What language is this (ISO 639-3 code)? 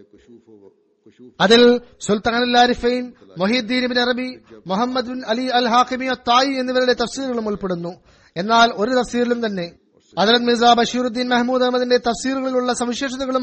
mal